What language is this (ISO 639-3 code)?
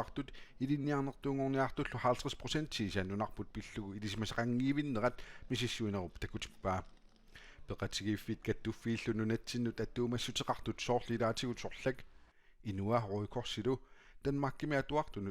kal